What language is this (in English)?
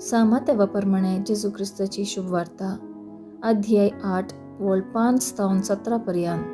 Konkani